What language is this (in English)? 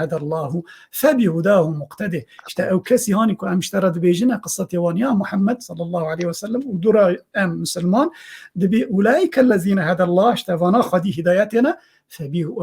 Kurdish